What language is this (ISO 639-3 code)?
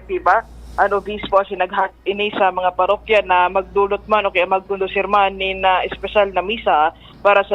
bik